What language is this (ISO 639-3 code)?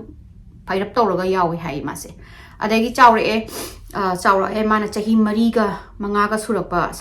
mni